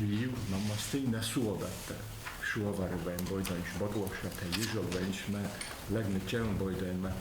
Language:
Ossetic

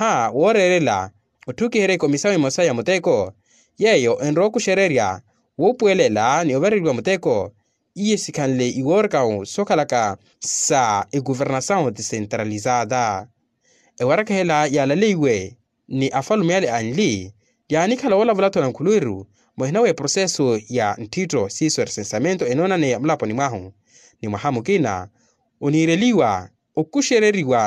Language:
Makhuwa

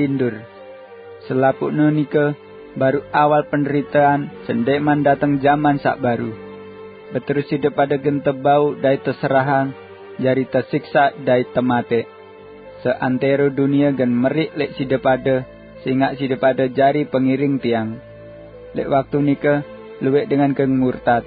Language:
Sasak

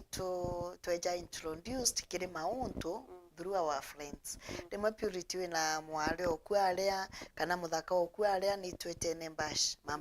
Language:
Meru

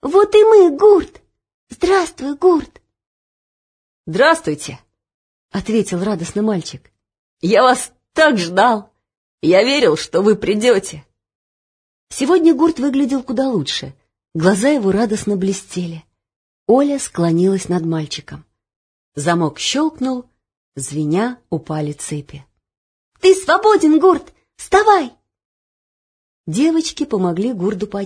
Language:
Russian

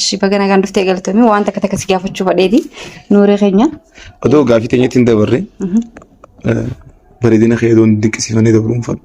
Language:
Oromo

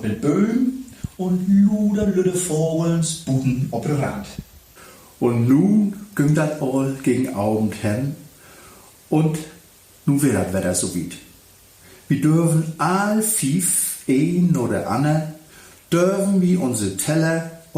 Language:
Low German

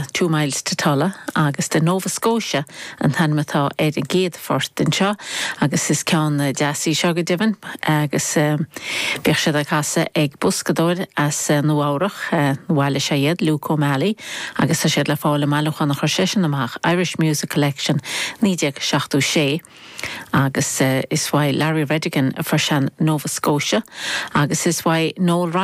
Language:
Irish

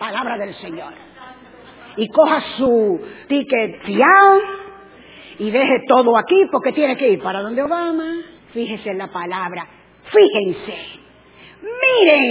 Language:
Spanish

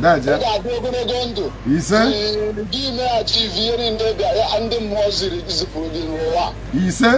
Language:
Igbo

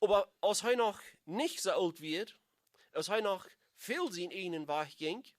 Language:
Plautdietsch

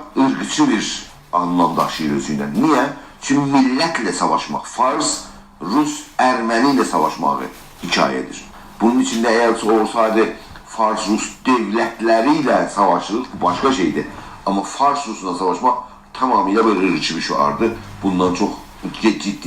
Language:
South Azerbaijani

